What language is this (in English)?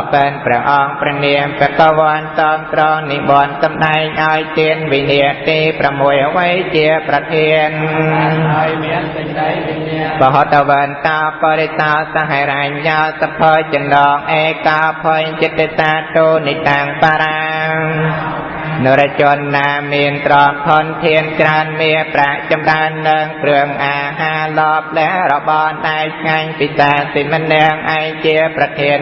Khmer